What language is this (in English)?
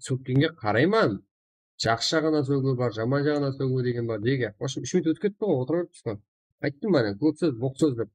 Kara-Kalpak